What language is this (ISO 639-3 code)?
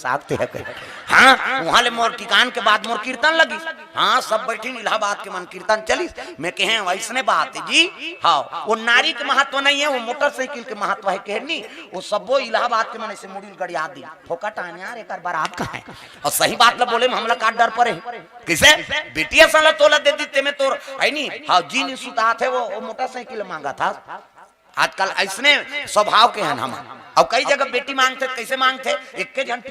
hne